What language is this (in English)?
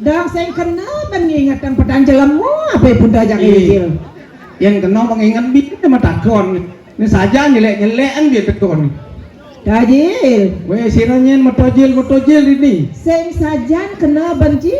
Balinese